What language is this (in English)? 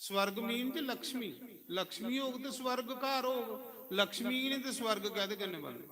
Dogri